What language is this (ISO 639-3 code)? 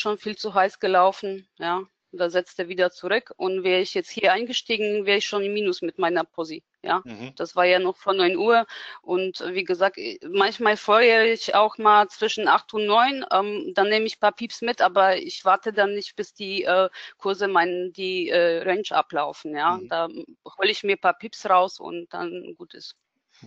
deu